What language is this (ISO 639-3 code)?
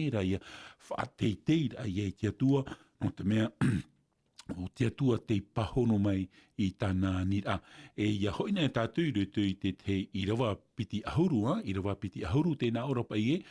tah